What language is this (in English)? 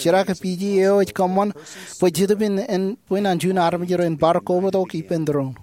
Marshallese